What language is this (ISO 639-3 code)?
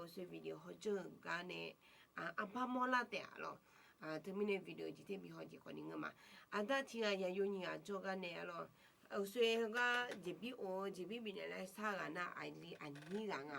ahk